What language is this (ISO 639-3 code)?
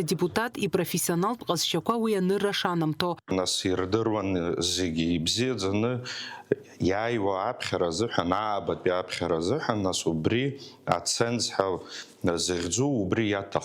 abk